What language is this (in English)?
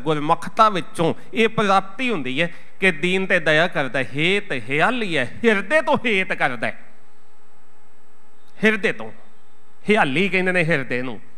Punjabi